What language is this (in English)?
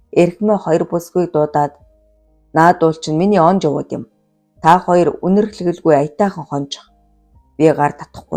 Mongolian